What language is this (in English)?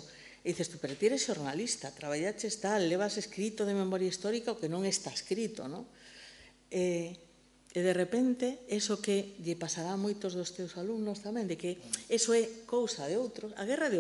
Galician